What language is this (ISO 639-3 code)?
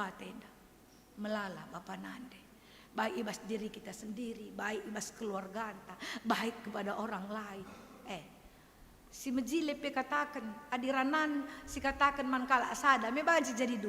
btx